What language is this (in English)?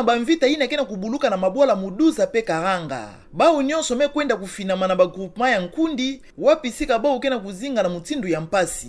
Kituba (Democratic Republic of Congo)